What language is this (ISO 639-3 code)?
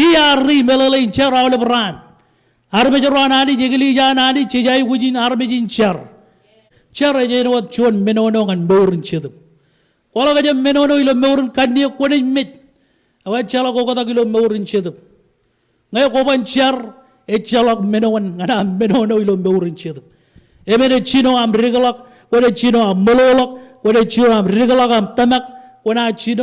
mah